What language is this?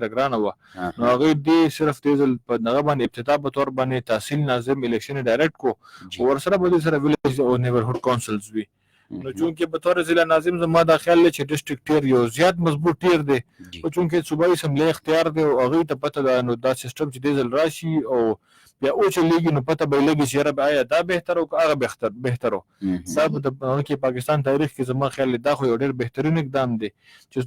Pashto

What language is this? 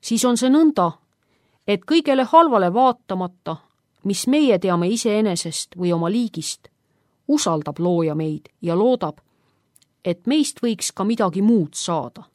Estonian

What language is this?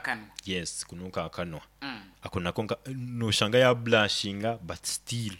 Nyoro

